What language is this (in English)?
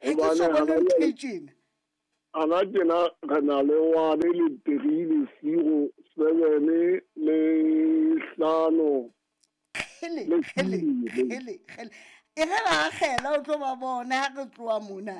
Southern Sotho